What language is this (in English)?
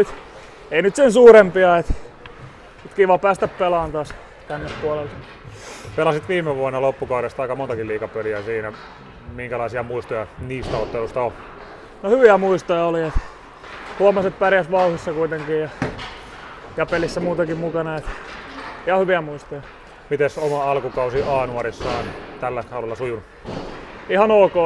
Finnish